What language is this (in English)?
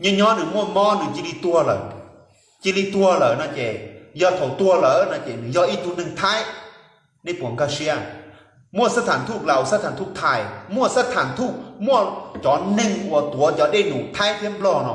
Hmong